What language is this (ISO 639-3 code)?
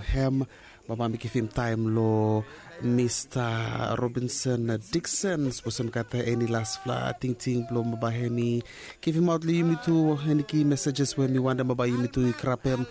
bis